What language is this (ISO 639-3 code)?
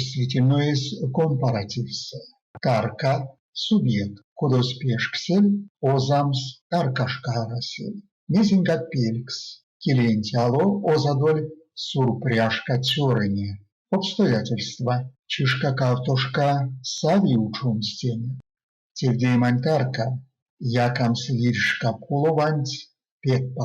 myv